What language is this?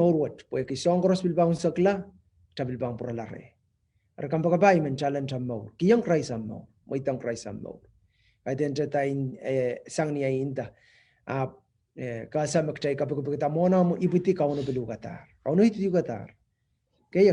Pohnpeian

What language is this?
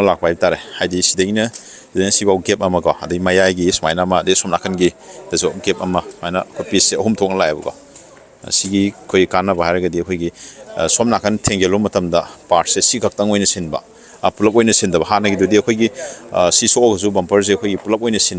Manipuri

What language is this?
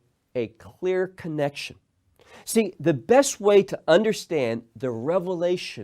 English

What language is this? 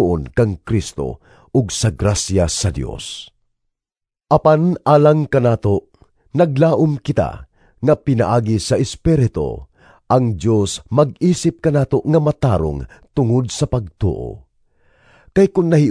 Cebuano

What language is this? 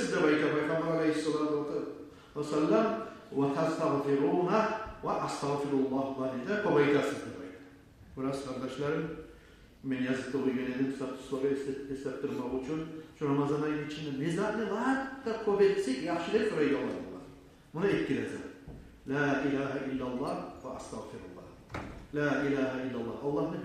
Kumyk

